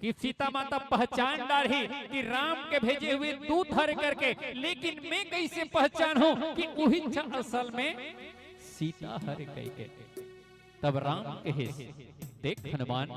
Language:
Chhattisgarhi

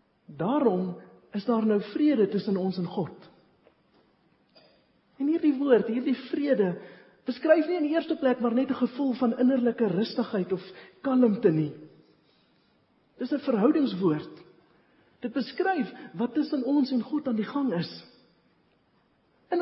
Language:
Afrikaans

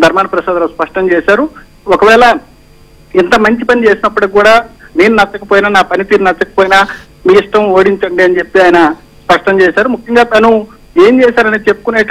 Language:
Telugu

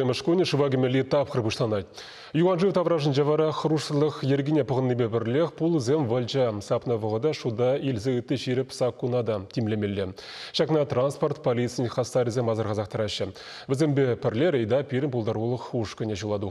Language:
Chuvash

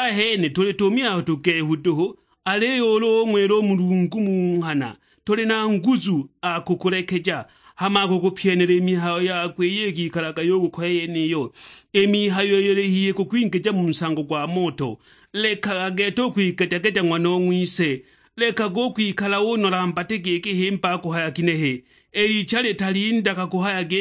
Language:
Sukuma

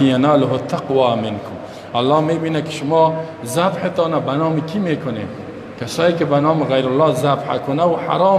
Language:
Persian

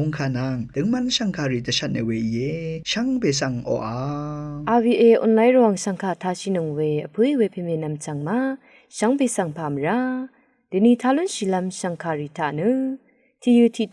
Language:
Rawang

